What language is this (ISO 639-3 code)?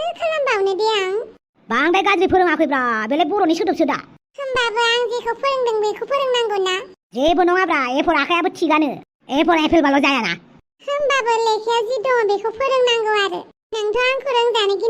brx